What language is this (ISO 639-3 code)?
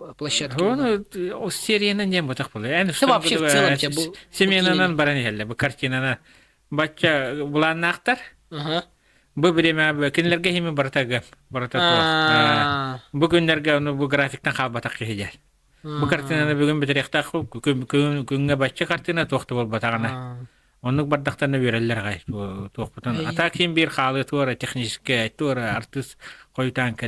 sah